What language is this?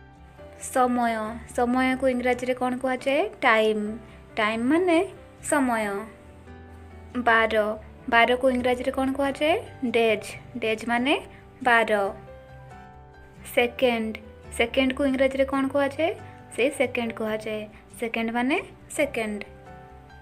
Odia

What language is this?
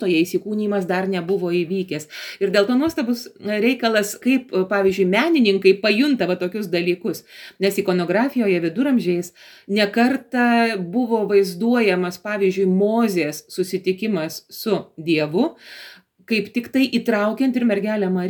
Lithuanian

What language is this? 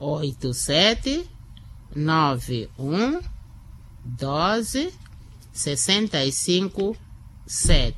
Makhuwa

